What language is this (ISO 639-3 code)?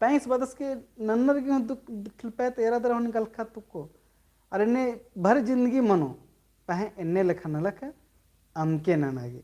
kru